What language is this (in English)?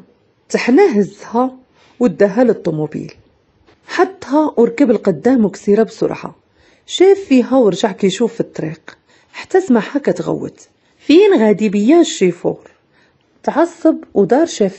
Moroccan Arabic